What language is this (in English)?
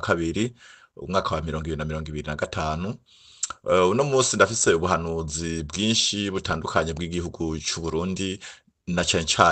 Rundi